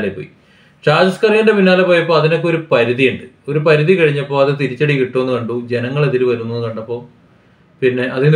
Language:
Malayalam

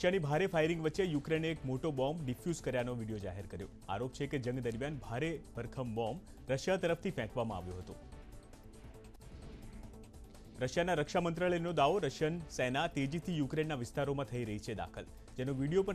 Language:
Gujarati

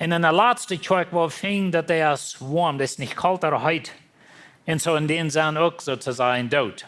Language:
Plautdietsch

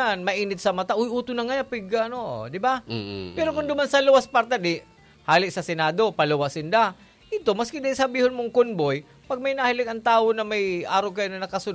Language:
Bikol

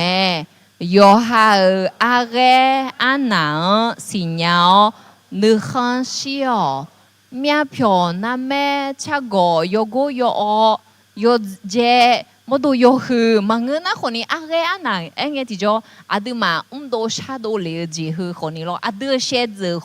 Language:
Akha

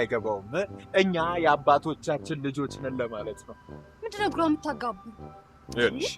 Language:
Amharic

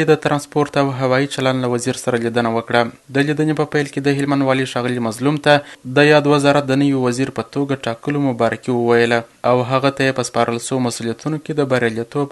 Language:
Pashto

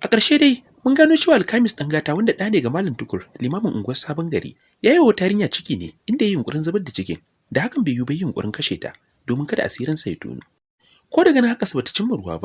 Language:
Hausa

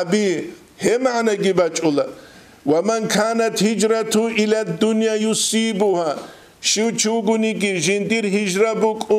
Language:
Avaric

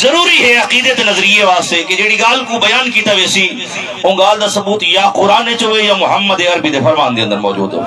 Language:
Saraiki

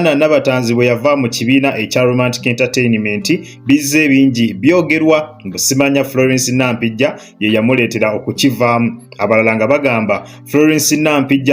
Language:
Ganda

